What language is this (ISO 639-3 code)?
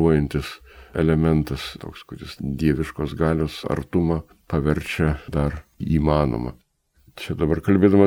lit